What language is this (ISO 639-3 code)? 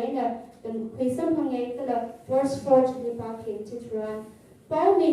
nmf